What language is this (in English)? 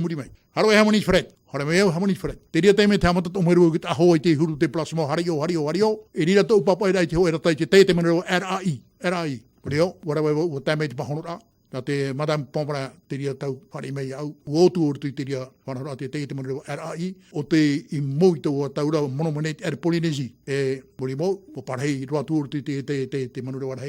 Tahitian